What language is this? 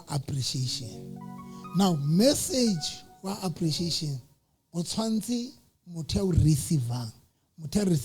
Southern Sotho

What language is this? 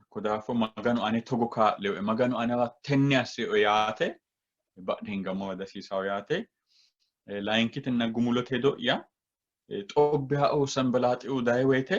Sidamo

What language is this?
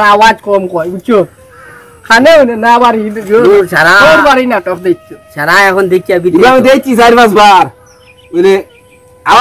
Sylheti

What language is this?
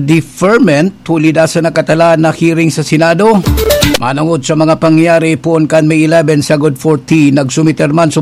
Bikol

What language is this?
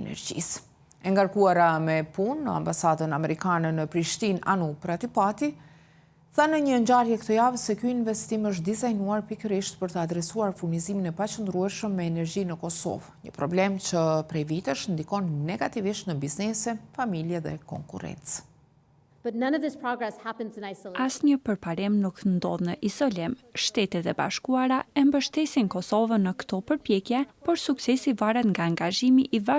Albanian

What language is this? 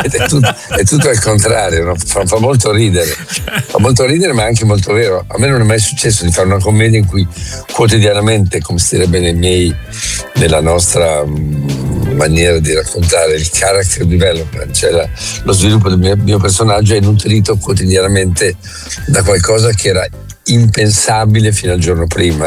Italian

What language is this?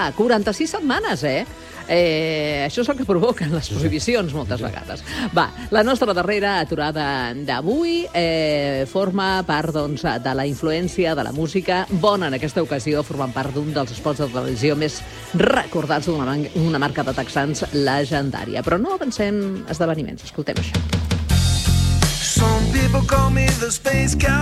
Catalan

